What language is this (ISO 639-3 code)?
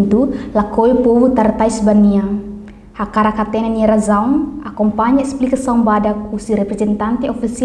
tet